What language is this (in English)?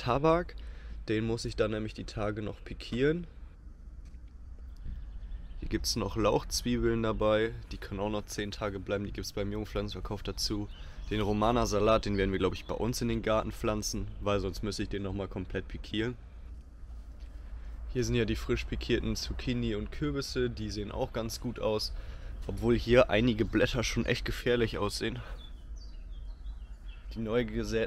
German